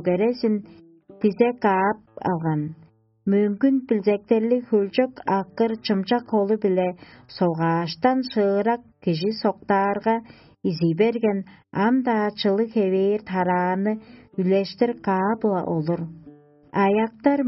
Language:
Tuvinian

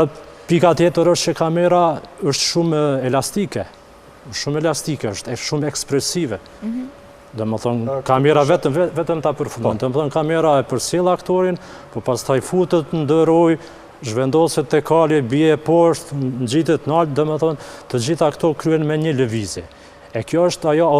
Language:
Albanian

